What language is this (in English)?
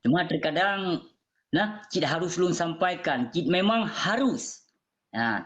Achinese